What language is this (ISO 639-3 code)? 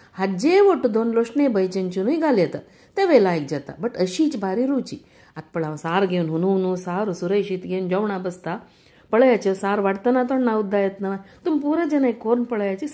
kok